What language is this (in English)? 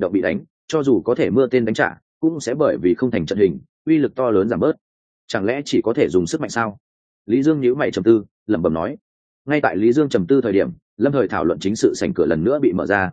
Vietnamese